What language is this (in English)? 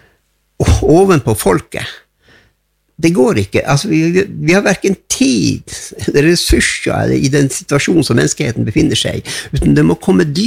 Norwegian